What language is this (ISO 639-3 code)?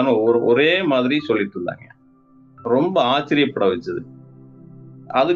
tam